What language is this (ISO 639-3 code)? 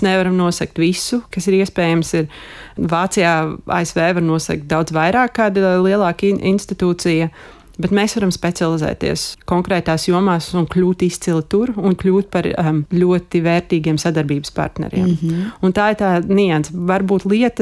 lav